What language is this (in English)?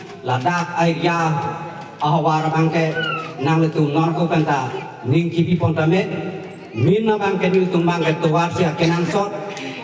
Karbi